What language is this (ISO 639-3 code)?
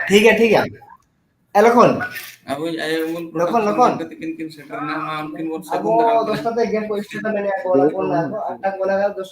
sat